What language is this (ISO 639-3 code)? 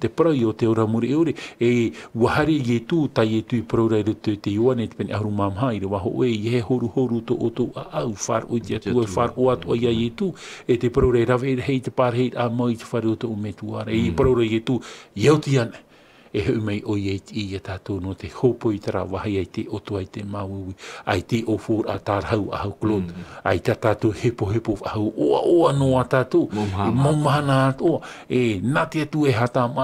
tah